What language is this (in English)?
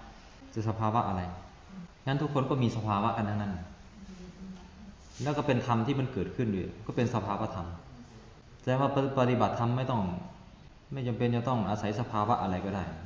Thai